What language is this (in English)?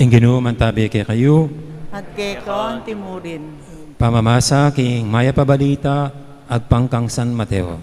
Pampanga